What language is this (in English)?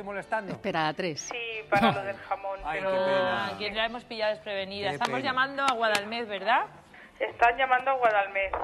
Spanish